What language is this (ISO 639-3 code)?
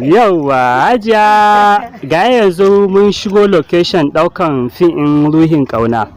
hau